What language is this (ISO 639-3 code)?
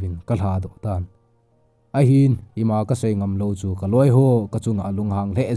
tcz